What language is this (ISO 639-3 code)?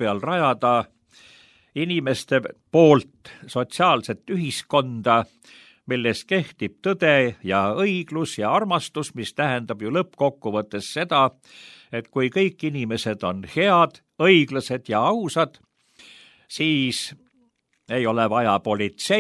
est